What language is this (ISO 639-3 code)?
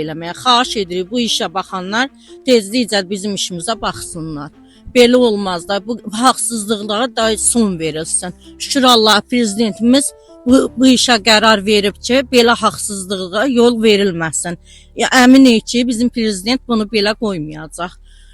aze